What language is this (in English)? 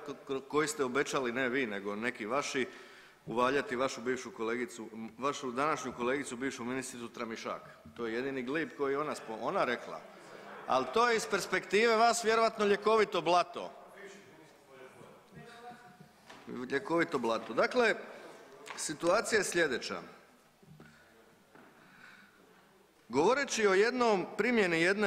Croatian